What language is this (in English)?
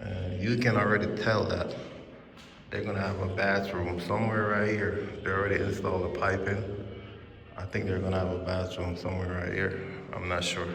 Jamaican Creole English